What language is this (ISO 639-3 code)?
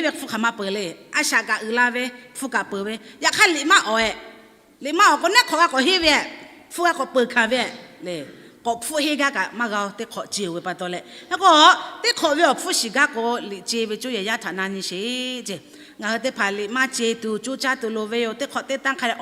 lhu